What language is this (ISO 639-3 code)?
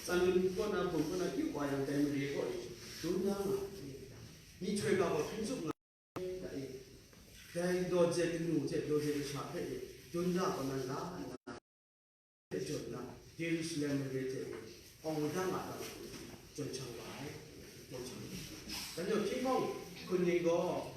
kac